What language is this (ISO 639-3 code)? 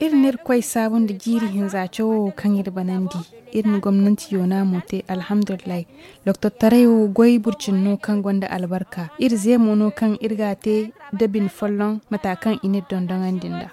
dje